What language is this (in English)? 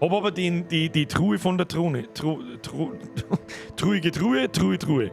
Bavarian